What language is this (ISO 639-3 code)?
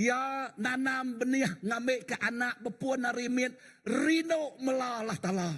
iba